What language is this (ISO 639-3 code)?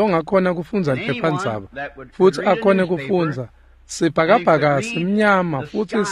ssw